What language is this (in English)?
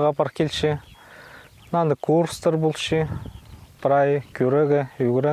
Khakas